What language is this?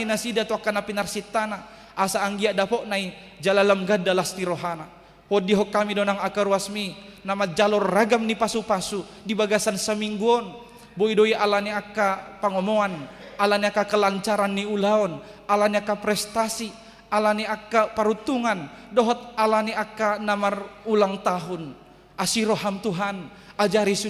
Batak Toba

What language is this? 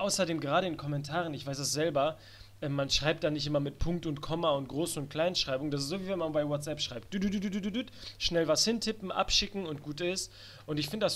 German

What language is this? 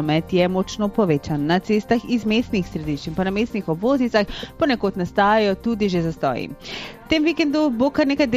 Slovenian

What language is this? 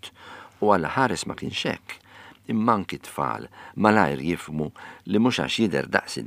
Maltese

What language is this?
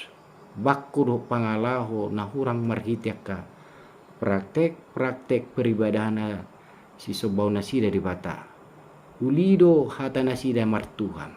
Batak Toba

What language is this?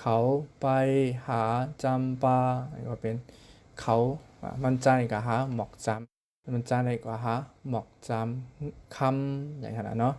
Shan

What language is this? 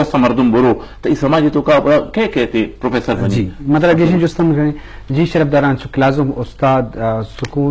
Eastern Balochi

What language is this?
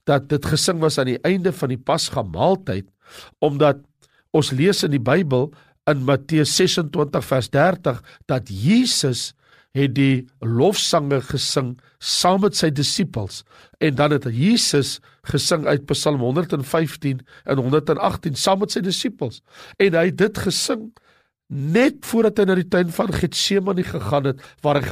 Afrikaans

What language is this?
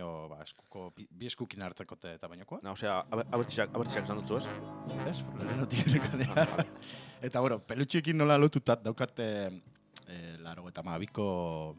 Basque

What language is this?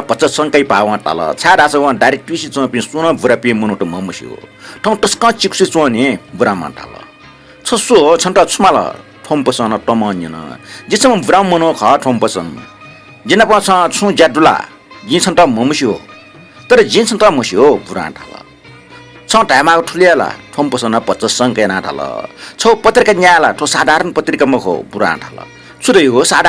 Newari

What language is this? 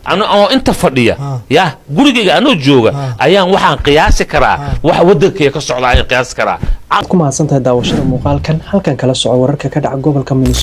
Somali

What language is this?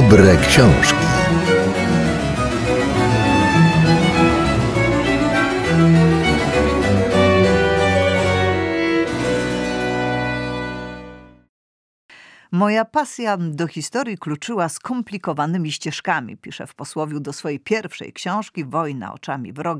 Polish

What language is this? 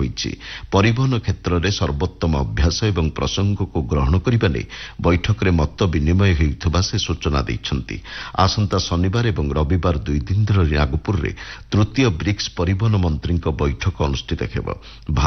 Odia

